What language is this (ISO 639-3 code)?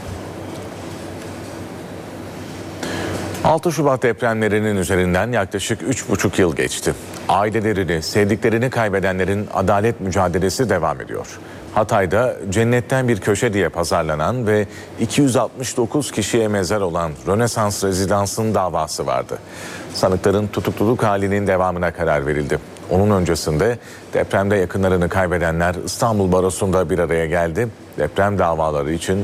tur